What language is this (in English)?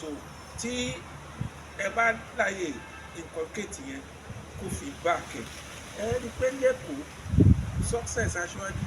Yoruba